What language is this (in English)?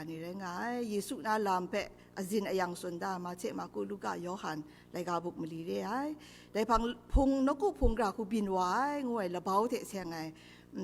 Kachin